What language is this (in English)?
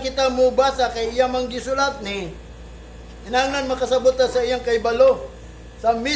Cebuano